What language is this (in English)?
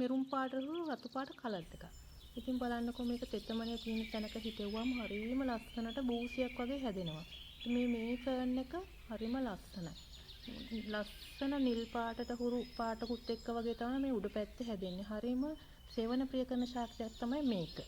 Sinhala